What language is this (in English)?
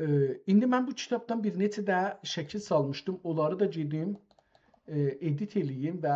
South Azerbaijani